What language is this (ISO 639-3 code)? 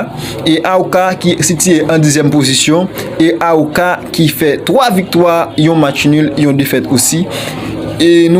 hat